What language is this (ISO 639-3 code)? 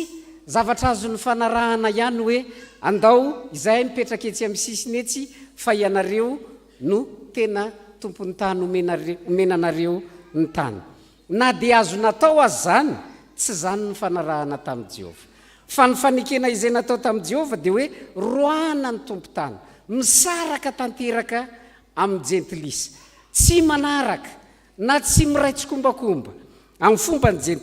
mlg